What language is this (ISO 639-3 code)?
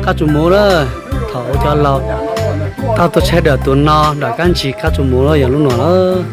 hmn